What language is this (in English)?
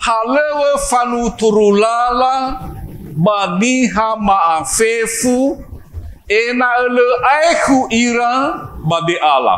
Nias